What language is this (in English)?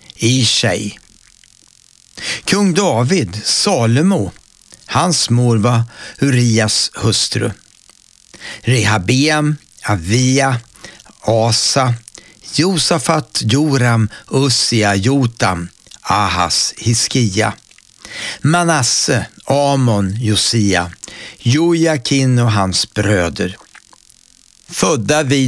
Swedish